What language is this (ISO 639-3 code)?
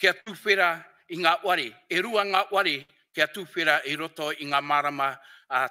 mri